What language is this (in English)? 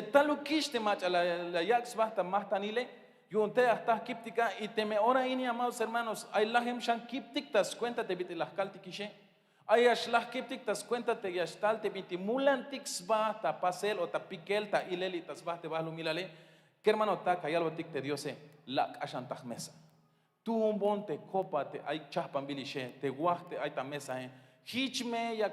Tzeltal